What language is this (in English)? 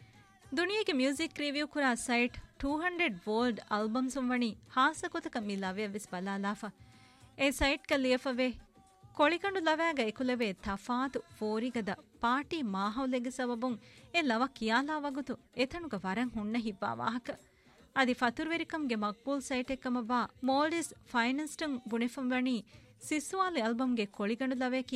Divehi